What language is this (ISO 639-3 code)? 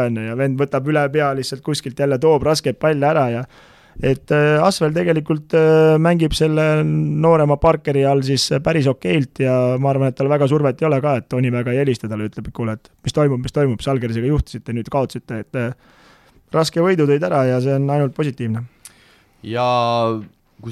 est